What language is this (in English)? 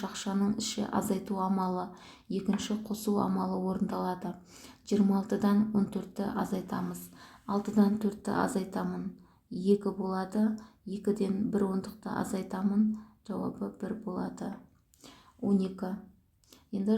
Kazakh